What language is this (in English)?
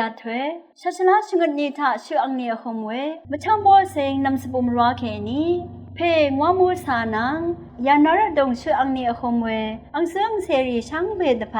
Rawang